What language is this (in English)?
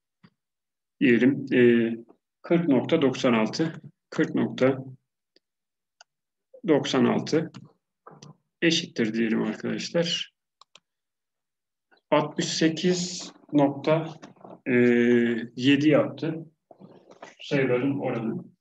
Turkish